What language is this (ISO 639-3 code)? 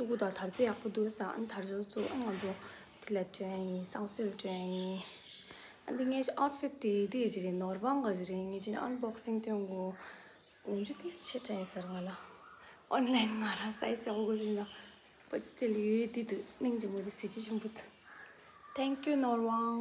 bod